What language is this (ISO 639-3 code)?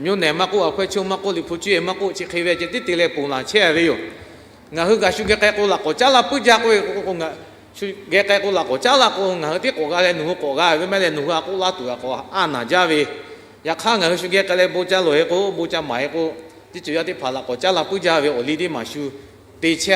lhu